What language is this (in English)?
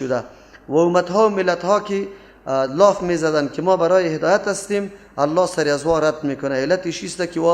Persian